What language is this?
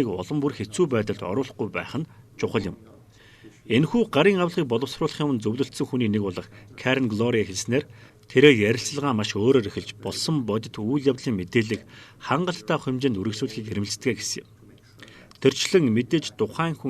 Mongolian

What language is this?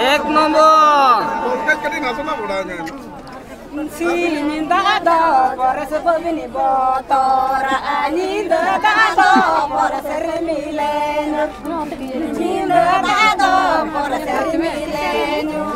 Santali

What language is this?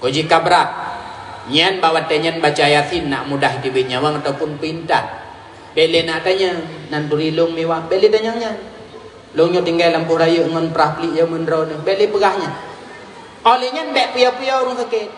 Achinese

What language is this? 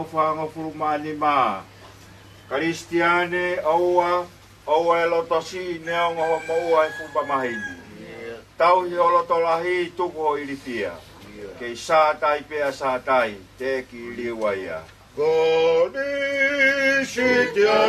Tongan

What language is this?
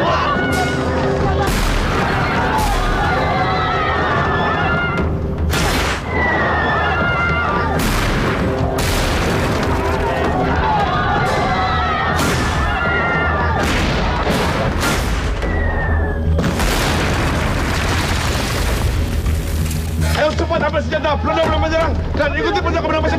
Indonesian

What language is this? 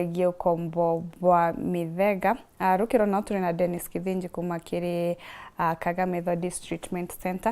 Meru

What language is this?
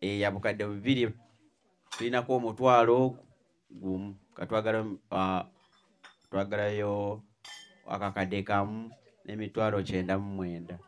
Ganda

